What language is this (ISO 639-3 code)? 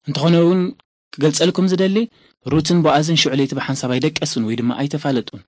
tir